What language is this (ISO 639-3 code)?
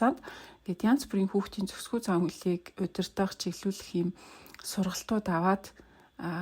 mon